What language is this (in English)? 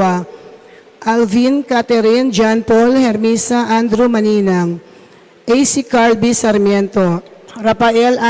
Pampanga